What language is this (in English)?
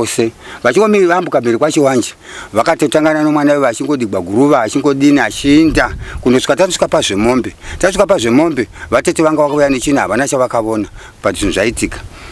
Shona